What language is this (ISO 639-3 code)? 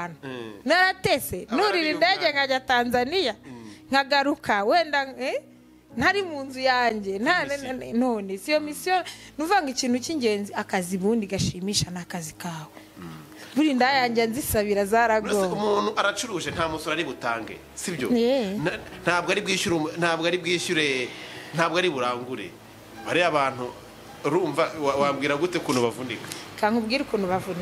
kin